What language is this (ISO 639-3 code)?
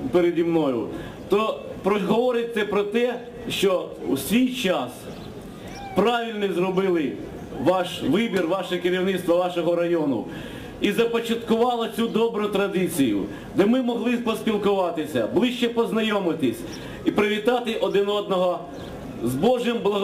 ukr